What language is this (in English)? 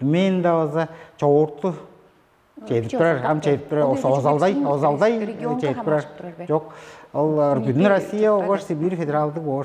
Tuvinian